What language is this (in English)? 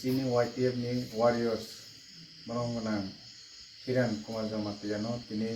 Kok Borok